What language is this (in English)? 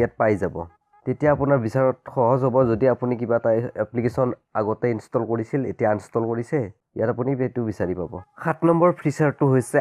Assamese